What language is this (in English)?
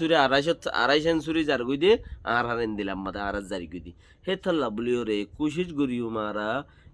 Rohingya